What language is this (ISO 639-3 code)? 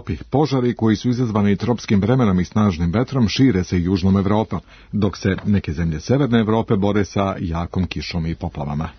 srp